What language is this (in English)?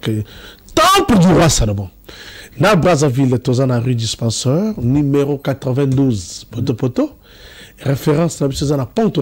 Lingala